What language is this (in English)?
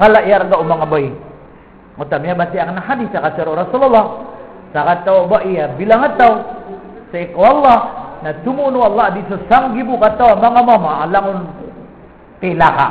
Maranao